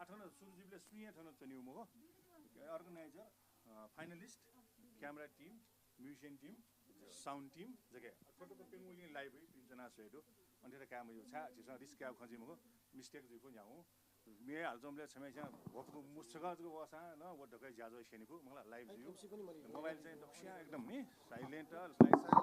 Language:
Newari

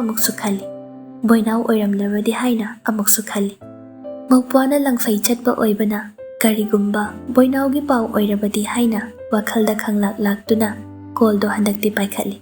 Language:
Manipuri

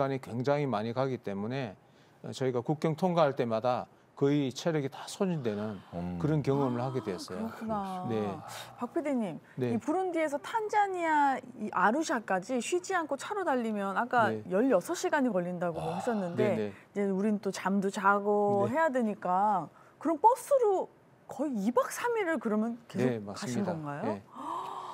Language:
Korean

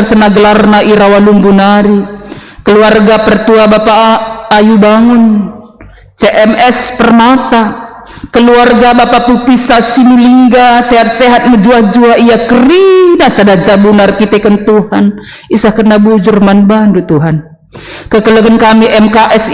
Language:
Batak Karo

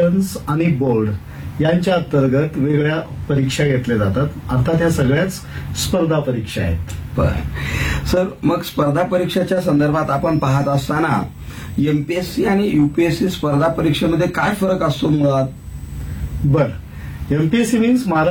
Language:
Marathi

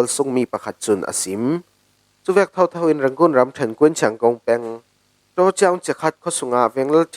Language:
Falam Chin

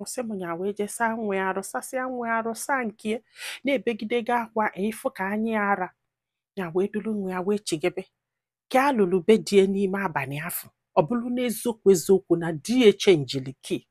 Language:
Igbo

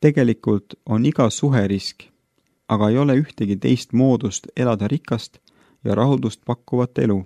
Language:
Estonian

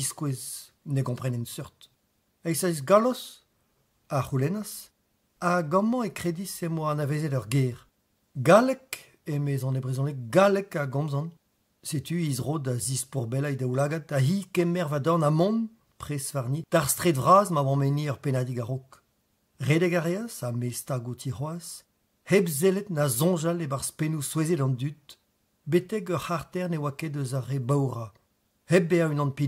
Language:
Breton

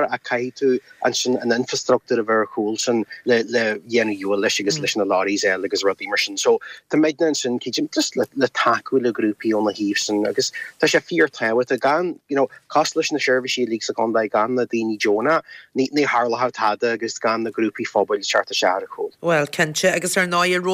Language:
Irish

